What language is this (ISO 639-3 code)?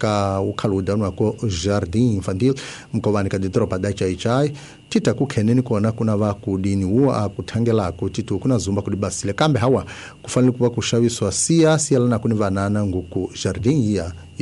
tso